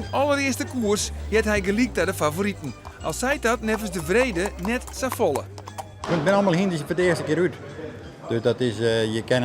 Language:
Western Frisian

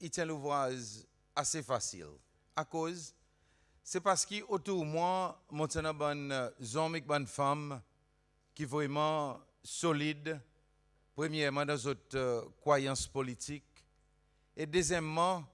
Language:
Seselwa Creole French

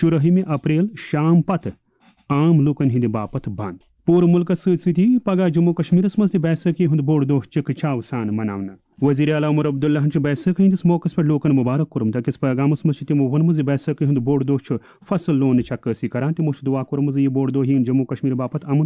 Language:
Kashmiri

